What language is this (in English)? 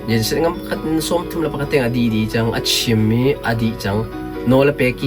Hakha Chin